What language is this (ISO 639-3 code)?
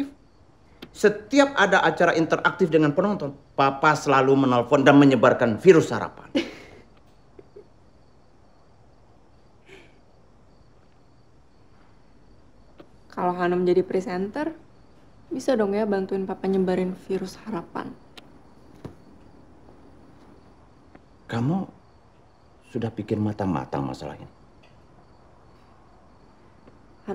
ind